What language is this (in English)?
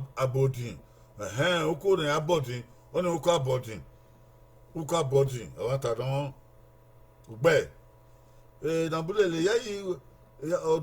Bini